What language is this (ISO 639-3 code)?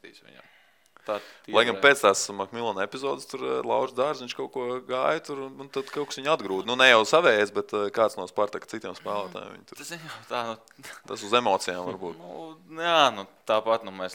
lav